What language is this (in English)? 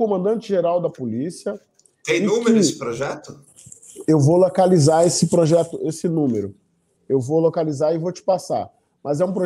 Portuguese